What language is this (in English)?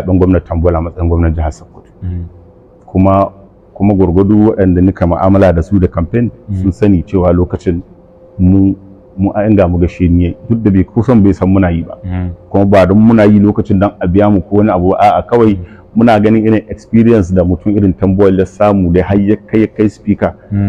Hausa